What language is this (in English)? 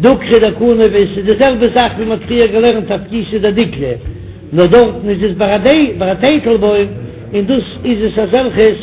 Yiddish